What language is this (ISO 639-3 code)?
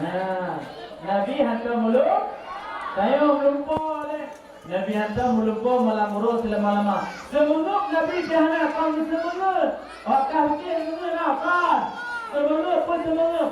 ace